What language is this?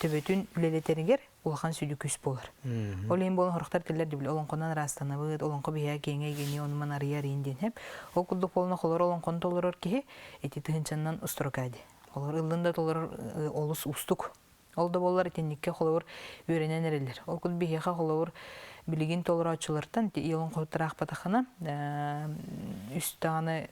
Yakut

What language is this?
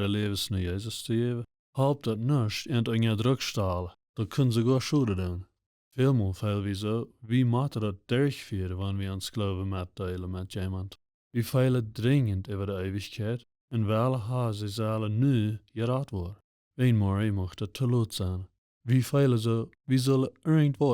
Plautdietsch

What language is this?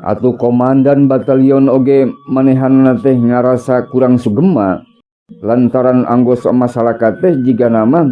Sundanese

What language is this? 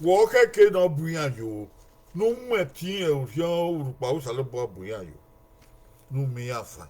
Bini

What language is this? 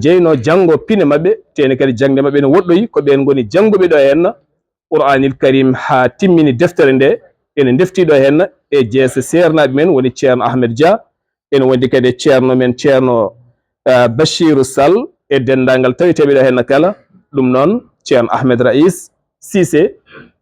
Fula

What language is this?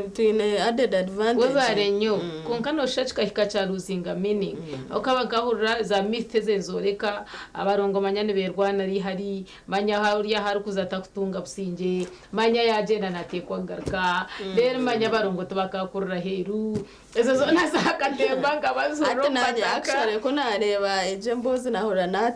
Nyankole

